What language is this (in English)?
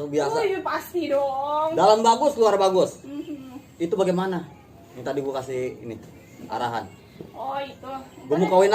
Betawi